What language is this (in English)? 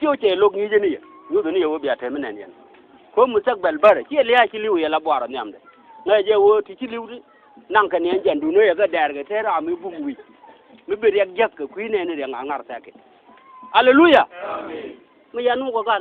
Nuer